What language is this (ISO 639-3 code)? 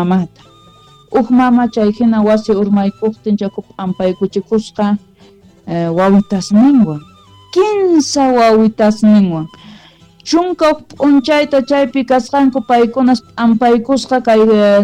quh